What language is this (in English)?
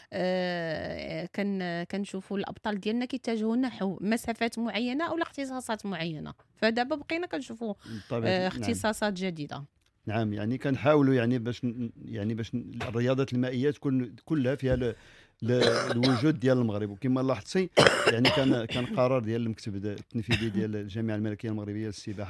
Moroccan Arabic